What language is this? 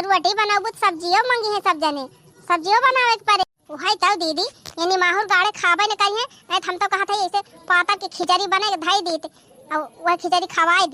Awadhi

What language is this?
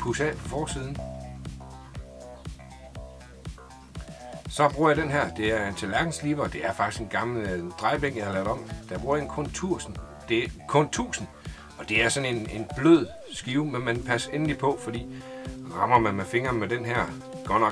Danish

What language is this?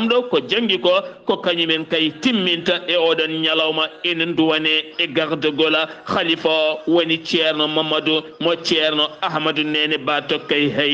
Fula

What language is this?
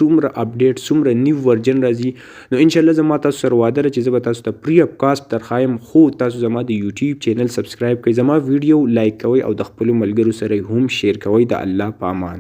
Pashto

